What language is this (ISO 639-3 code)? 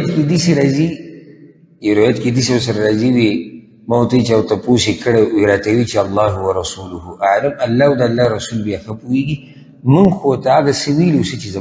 pus